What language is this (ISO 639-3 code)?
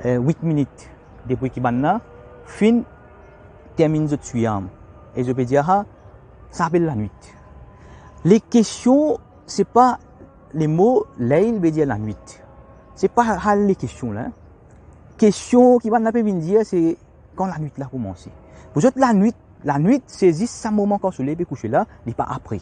mfe